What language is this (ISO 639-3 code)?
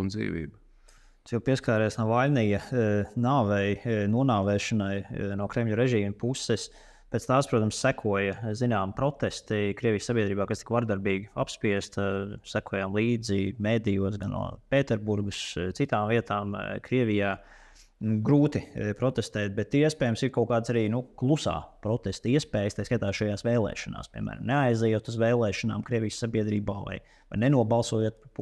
lav